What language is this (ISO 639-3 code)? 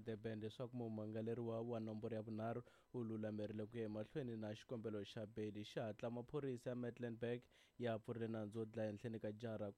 tso